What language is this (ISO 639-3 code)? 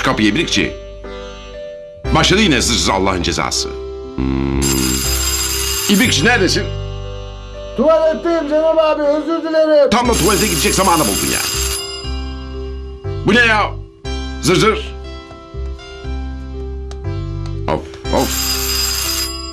tur